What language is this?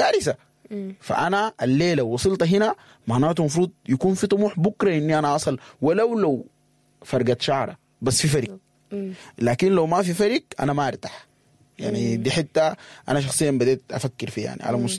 Sudanese Arabic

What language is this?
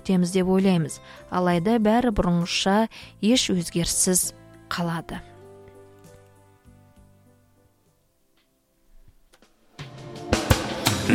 Kazakh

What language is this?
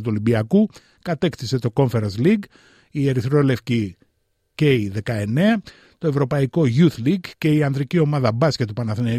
Greek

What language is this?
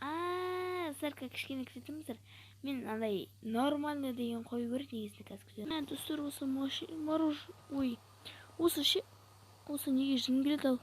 Kazakh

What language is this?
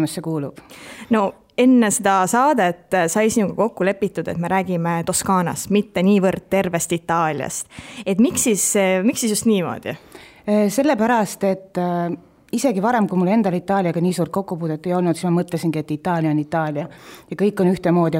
Estonian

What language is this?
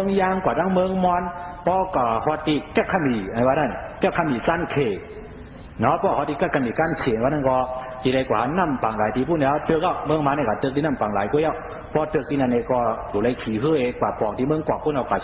Shan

